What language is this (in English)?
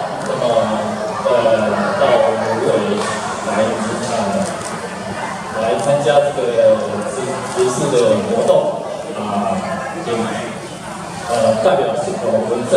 Chinese